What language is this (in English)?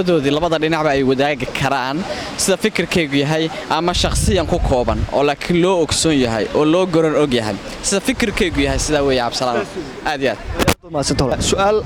Somali